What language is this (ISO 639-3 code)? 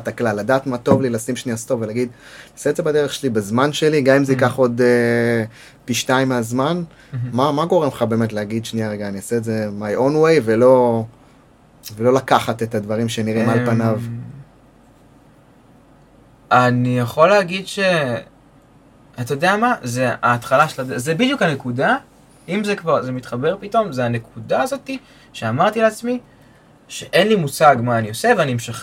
heb